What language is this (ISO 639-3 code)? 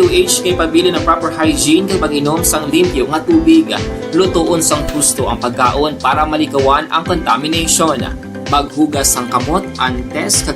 hil